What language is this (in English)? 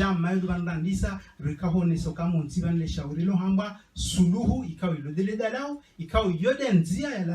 Ngazidja Comorian